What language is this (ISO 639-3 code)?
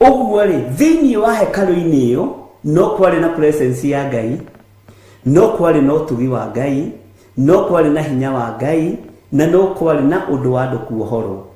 kik